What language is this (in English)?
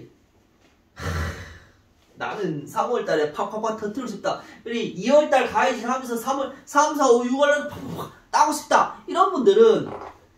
Korean